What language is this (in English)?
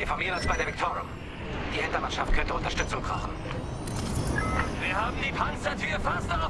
German